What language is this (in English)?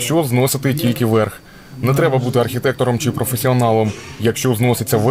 Ukrainian